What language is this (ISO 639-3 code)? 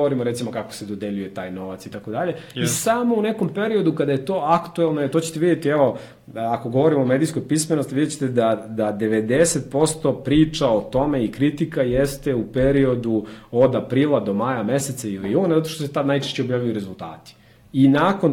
srp